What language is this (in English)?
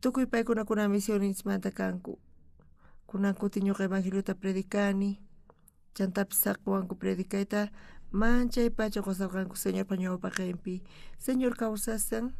South Bolivian Quechua